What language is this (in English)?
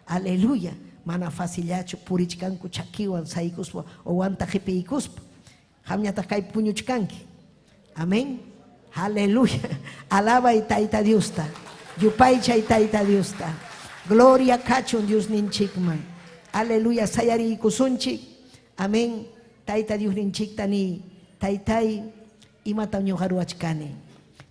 Ayacucho Quechua